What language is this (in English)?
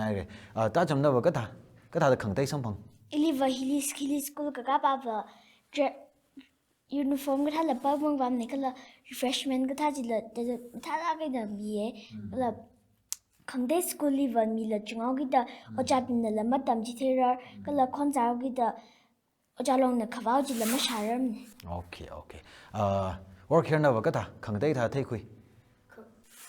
Tangkhul Naga (India)